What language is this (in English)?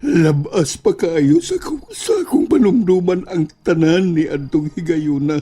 Cebuano